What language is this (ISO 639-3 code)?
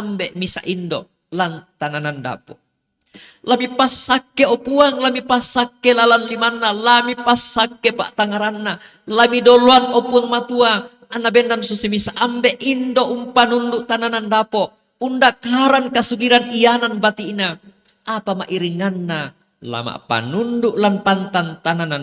sda